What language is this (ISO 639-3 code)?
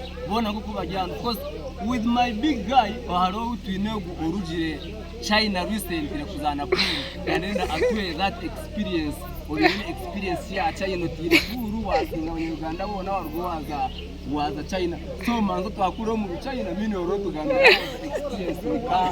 nyn